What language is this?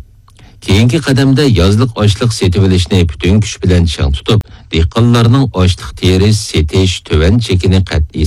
Uyghur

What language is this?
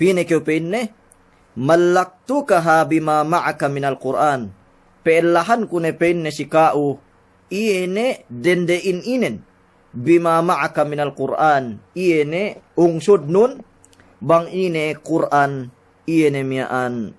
Yakan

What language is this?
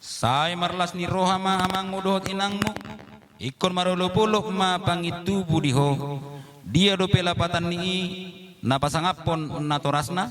Batak Toba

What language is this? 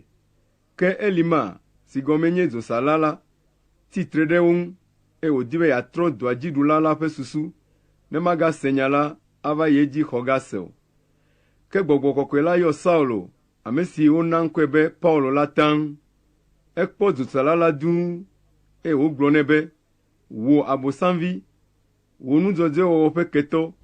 Ewe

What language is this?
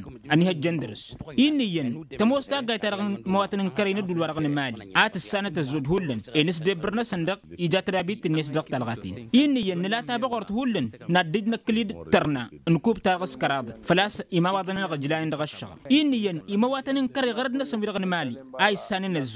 Tamasheq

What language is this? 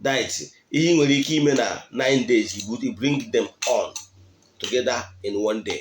Igbo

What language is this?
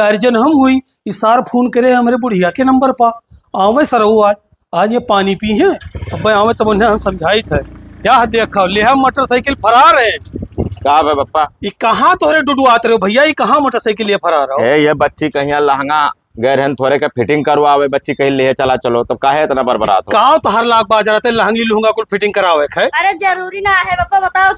Awadhi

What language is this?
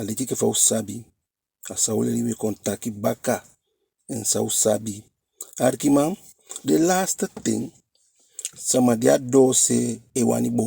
Eastern Maroon Creole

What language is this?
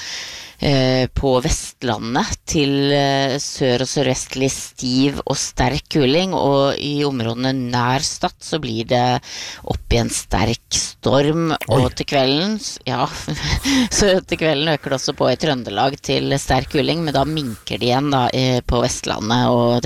Norwegian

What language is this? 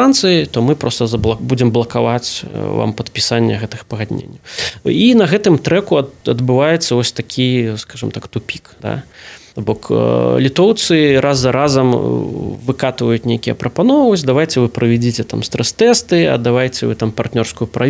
Belarusian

